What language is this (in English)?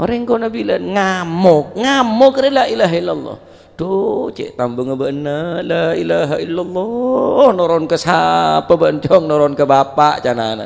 Madurese